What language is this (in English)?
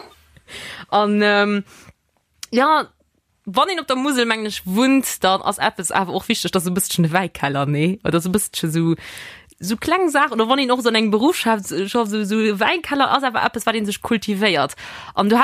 Luxembourgish